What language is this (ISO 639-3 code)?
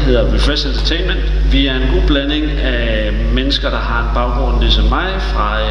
dan